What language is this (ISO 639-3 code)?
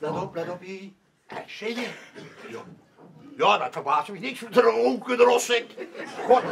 lim